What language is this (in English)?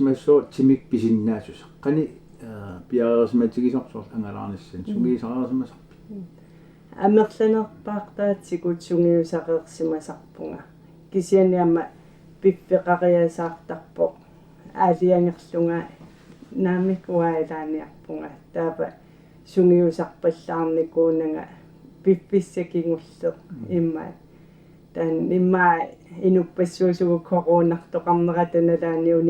Kalaallisut